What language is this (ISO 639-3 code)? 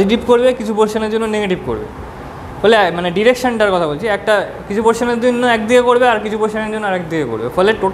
ben